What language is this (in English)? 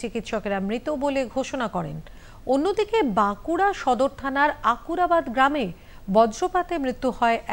Bangla